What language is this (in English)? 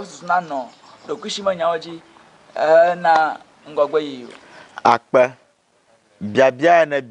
Ewe